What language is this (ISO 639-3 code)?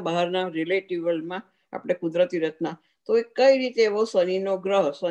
guj